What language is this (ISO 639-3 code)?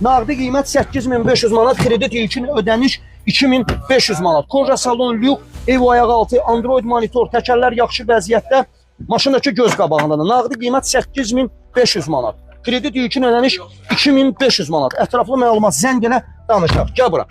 aze